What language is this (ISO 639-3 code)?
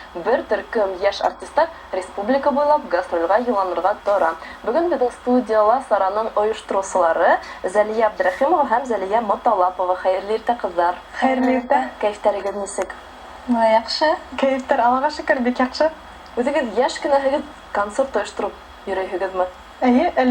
bak